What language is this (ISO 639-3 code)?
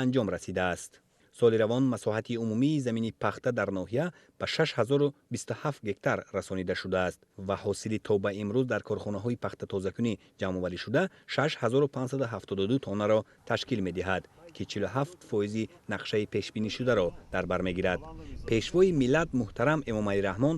tgk